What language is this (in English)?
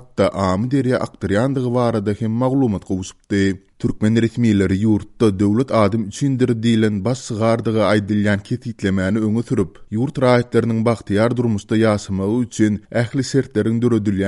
Turkmen